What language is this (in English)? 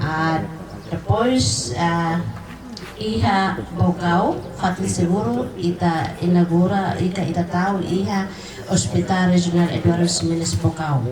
Tetum